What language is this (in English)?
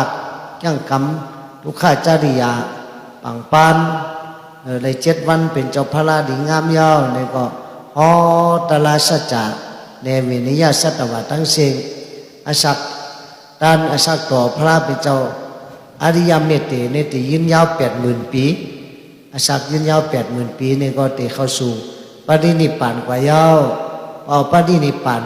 Shan